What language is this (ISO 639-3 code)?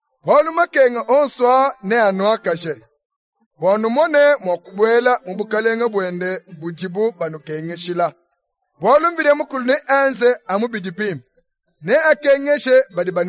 lua